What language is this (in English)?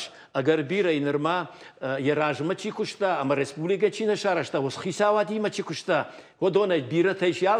Ossetic